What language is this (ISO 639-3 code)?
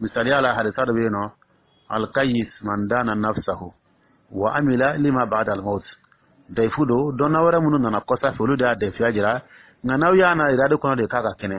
dyu